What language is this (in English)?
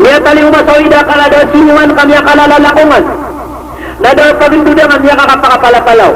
Maranao